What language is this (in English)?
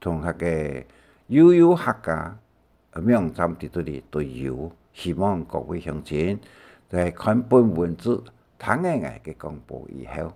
Hakka Chinese